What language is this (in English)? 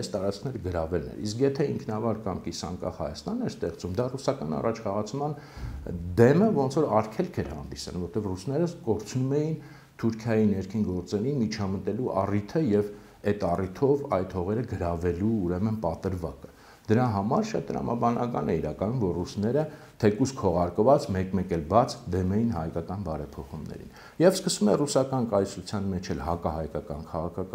Armenian